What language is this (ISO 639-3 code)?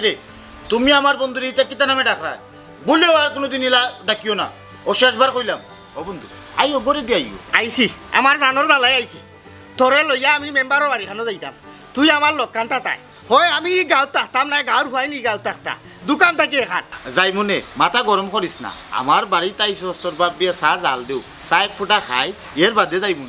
syl